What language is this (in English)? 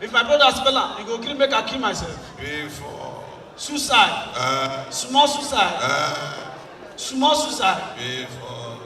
Nigerian Pidgin